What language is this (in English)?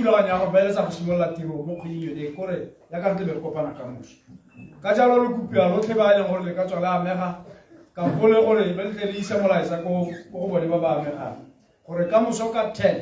Tswana